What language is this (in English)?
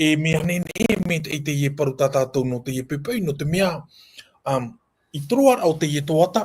Tahitian